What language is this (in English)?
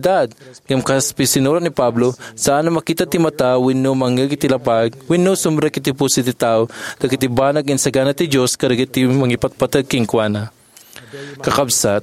Iloko